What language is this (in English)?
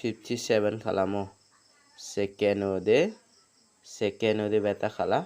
Garo